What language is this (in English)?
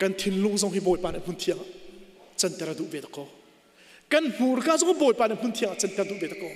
Hakha Chin